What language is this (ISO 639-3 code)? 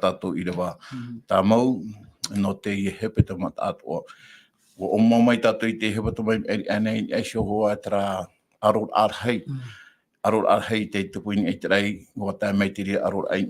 tah